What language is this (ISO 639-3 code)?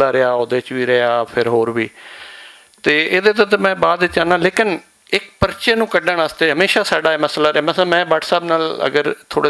lah